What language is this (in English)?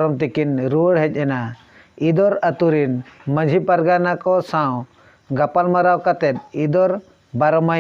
Santali